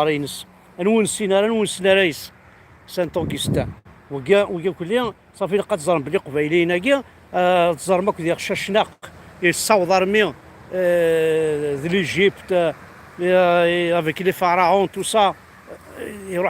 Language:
Kabyle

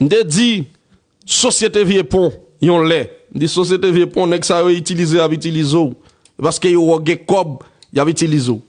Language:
Haitian Creole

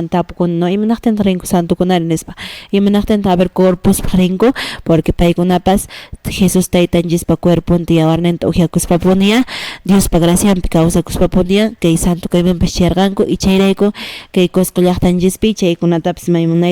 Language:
Quechua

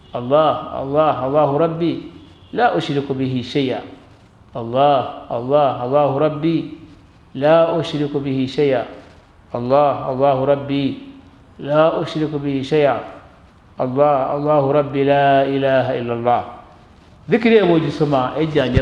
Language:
Ganda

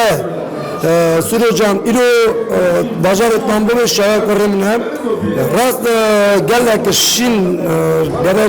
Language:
Kurdish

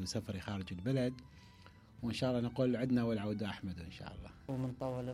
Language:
Mesopotamian Arabic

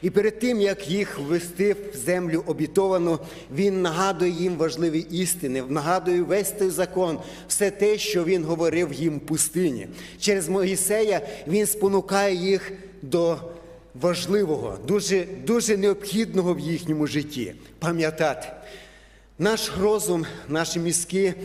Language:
Ukrainian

